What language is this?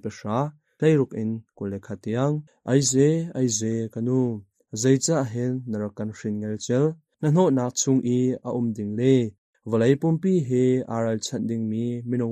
Hakha Chin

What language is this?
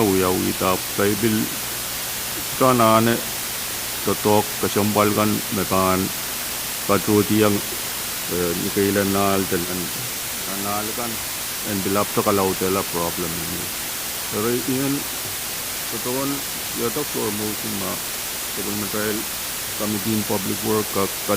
Pohnpeian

